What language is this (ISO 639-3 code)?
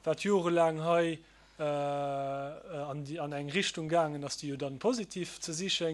ltz